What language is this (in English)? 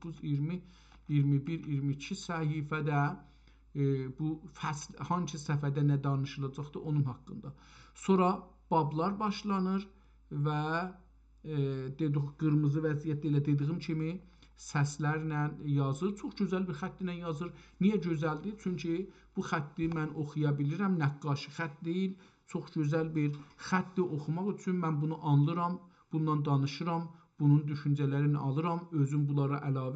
South Azerbaijani